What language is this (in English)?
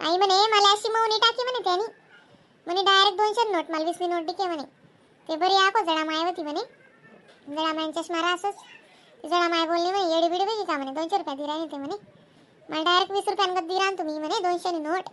Khandesi